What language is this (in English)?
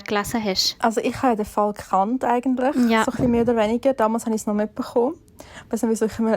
Swiss German